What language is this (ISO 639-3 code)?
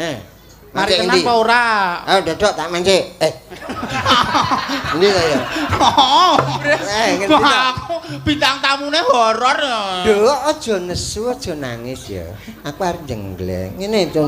jav